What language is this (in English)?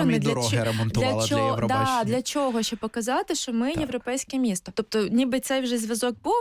Ukrainian